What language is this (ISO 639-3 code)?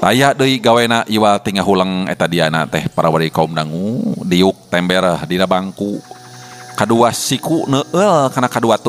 sun